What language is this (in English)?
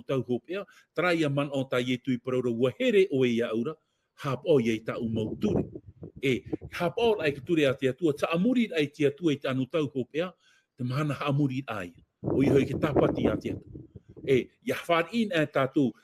Tahitian